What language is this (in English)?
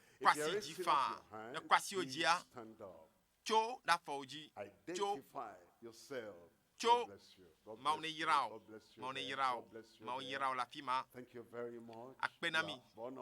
Ewe